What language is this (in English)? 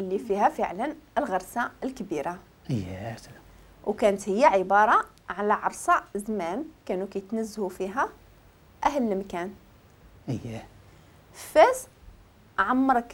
Moroccan Arabic